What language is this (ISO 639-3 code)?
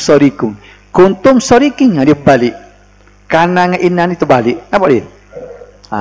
msa